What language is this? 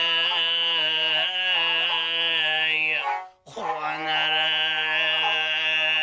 Kara-Kalpak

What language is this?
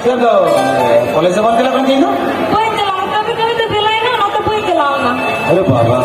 Santali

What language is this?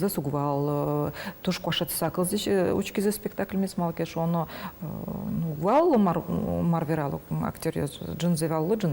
Udmurt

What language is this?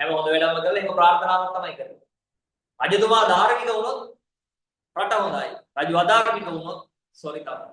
Sinhala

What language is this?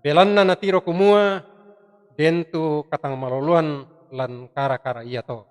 Toraja-Sa'dan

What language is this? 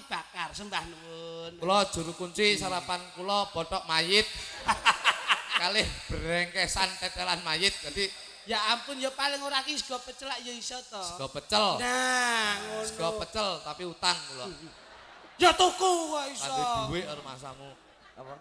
Javanese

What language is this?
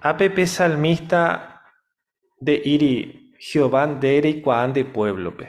Guarani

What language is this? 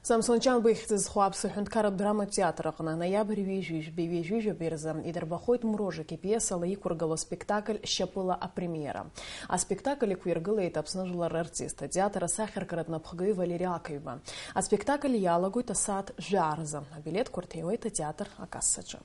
Abkhazian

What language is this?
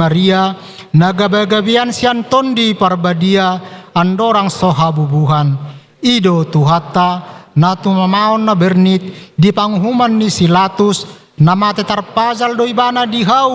Batak Toba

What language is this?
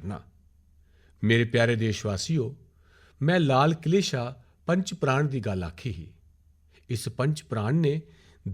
Dogri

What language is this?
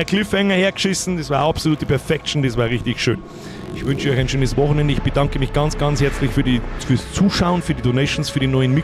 Bavarian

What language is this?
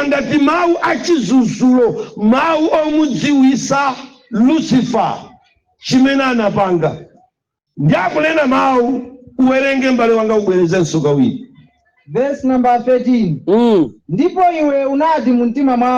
Nyanja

